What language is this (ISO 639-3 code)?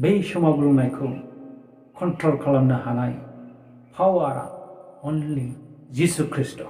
brx